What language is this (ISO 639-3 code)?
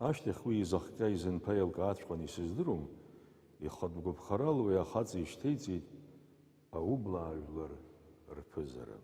abk